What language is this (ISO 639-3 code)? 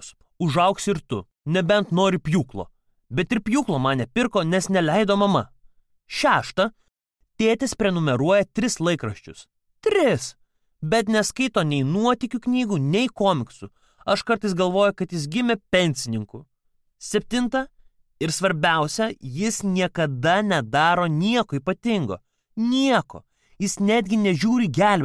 lit